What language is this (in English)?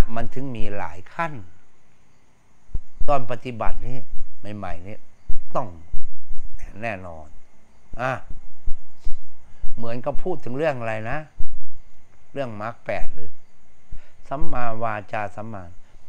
Thai